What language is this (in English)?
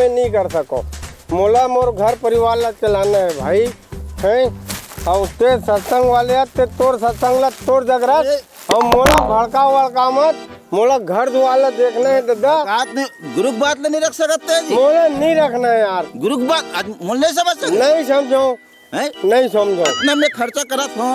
Chhattisgarhi